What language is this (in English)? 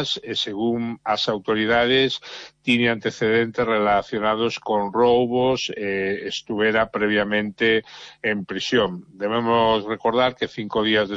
Galician